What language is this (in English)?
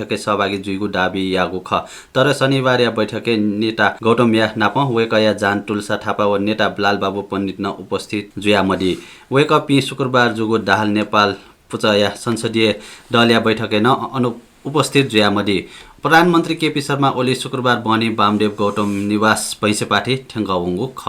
Newari